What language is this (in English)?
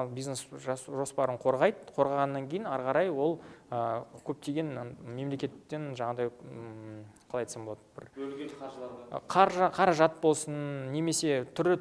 Kazakh